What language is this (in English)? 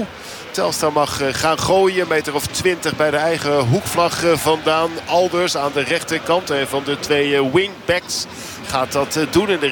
Dutch